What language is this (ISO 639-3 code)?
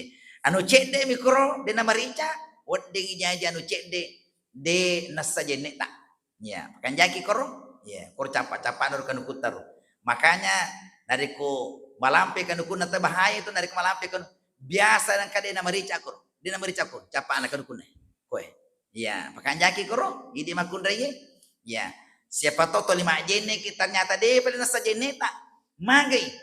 bug